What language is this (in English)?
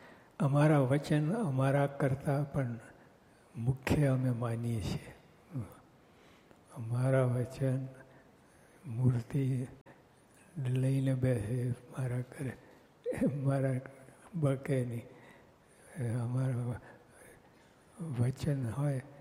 Gujarati